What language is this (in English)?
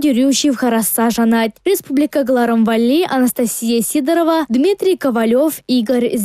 Chuvash